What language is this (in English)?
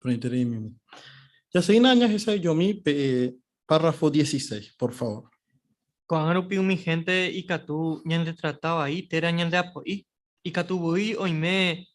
Guarani